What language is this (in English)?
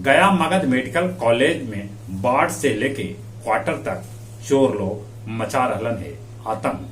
Magahi